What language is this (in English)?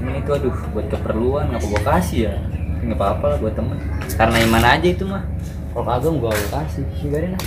Betawi